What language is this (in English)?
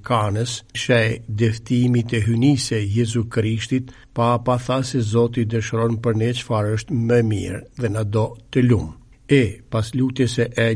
Albanian